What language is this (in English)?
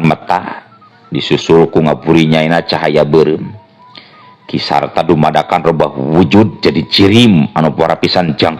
Sundanese